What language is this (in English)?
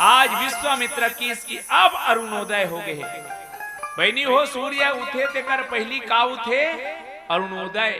Chhattisgarhi